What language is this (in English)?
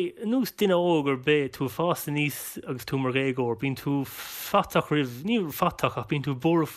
Irish